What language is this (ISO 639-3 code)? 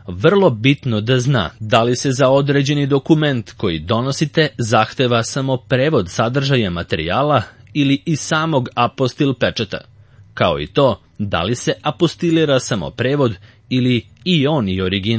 srp